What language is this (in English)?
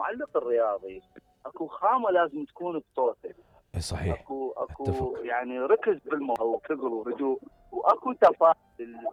Mesopotamian Arabic